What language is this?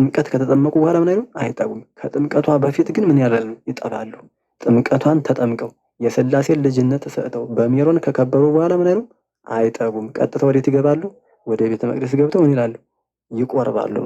Amharic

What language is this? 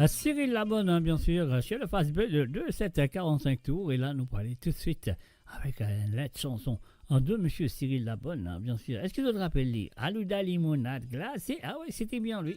Morisyen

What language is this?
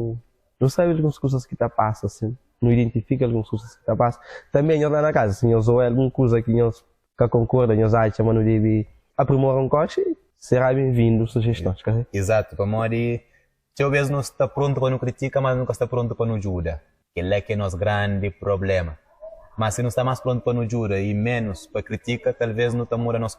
Kabuverdianu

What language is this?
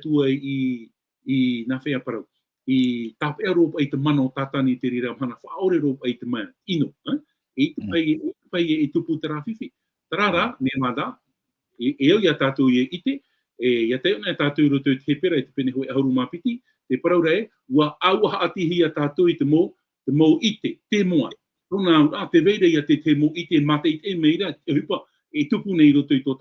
Tahitian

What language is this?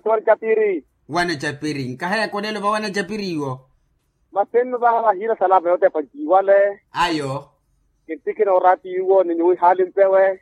Makhuwa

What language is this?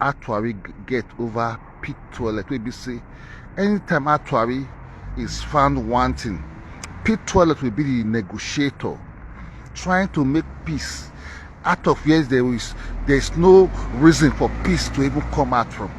Nigerian Pidgin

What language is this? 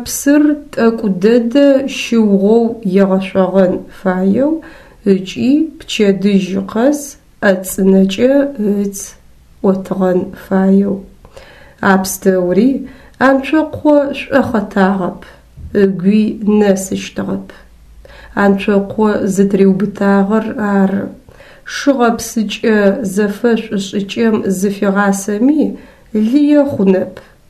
Adyghe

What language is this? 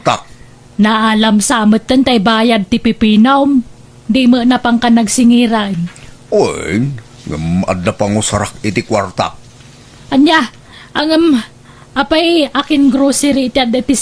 Iloko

